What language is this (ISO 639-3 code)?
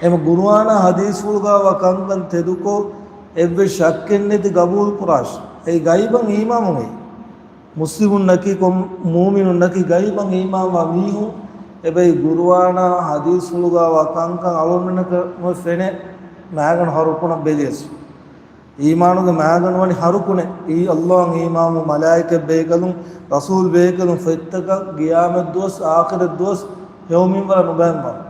div